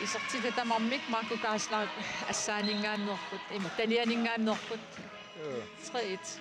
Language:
Kalaallisut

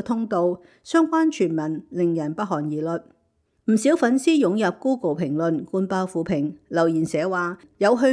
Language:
Cantonese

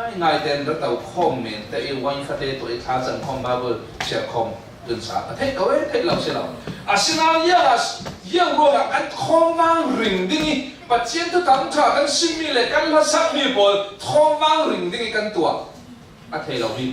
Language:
Falam Chin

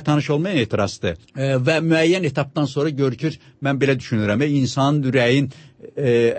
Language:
Azerbaijani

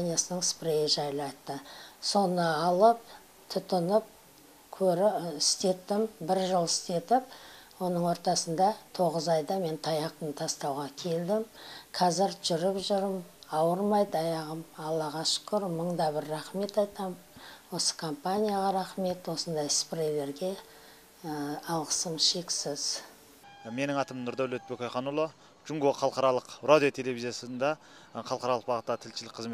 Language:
Kazakh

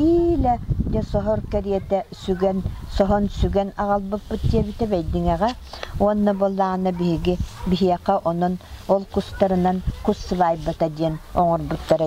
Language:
Yakut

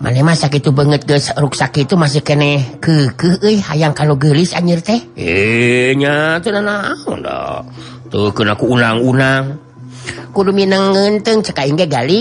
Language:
Sundanese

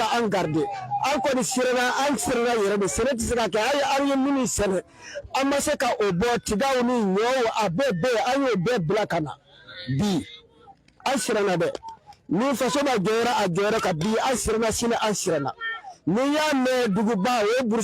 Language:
Bambara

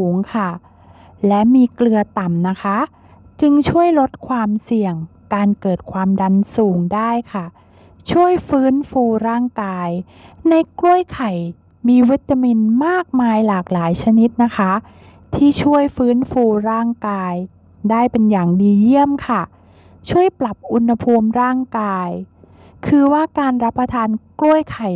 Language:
Thai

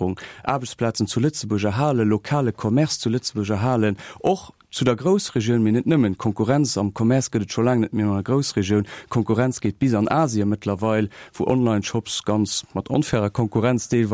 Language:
Luxembourgish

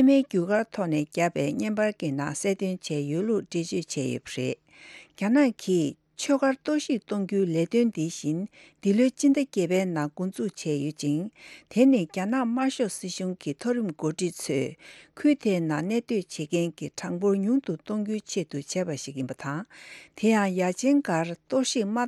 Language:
Tibetan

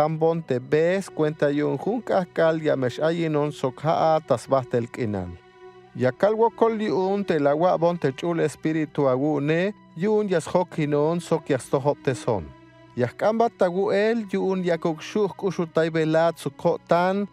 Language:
Tzeltal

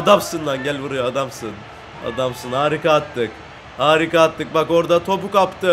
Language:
Turkish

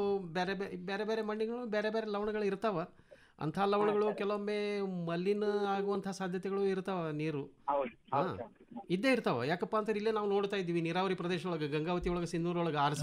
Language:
Kannada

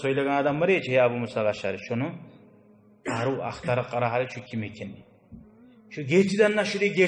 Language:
Kumyk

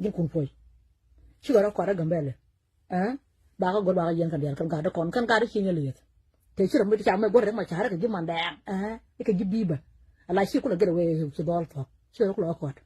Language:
Nuer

